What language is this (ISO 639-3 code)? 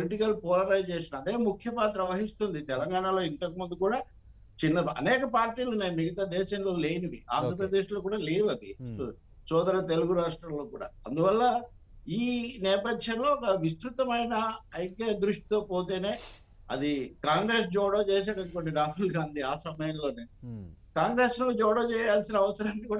tel